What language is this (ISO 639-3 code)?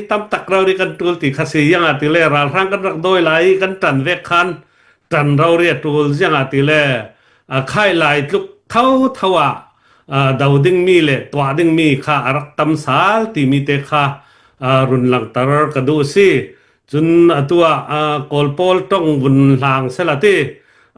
cnh